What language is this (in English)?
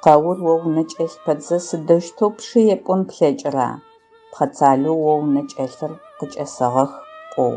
Adyghe